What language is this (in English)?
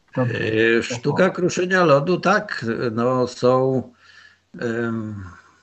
Polish